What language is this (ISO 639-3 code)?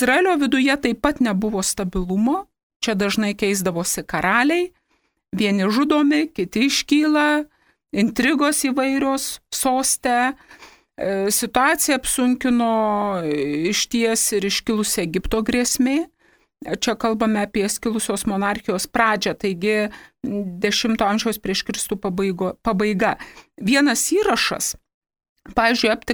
lit